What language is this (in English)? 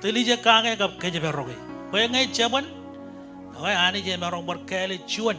Marshallese